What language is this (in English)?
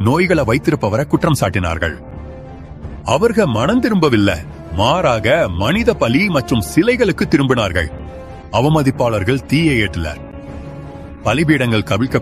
Tamil